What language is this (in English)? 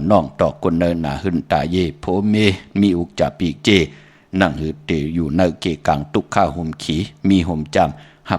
Shan